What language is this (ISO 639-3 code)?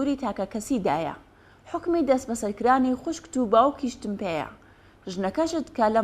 ckb